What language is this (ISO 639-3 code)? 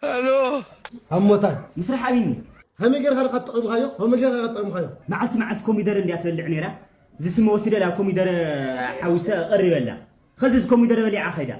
tir